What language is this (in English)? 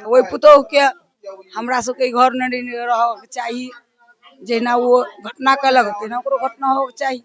Maithili